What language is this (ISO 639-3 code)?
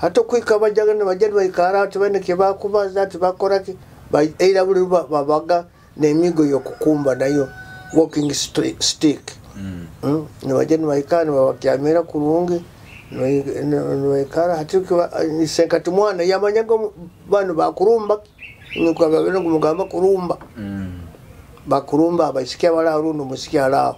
nyo